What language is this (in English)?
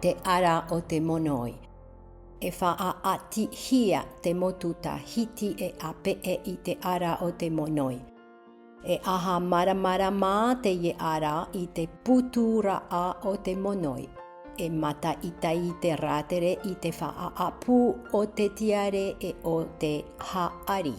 Tahitian